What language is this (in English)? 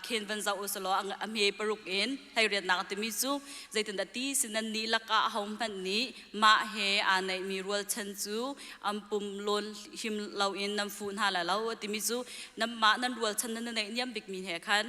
Hakha Chin